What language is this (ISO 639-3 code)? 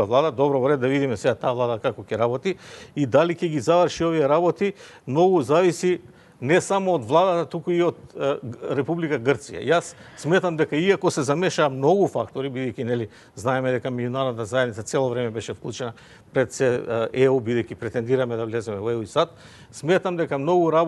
mkd